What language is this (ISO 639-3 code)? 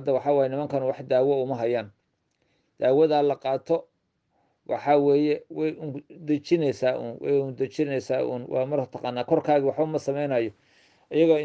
som